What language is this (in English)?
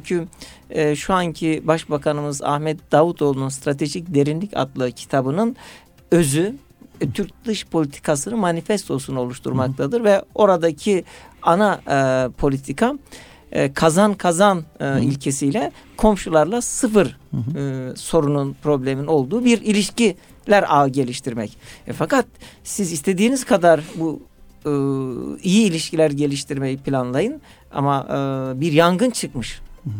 Turkish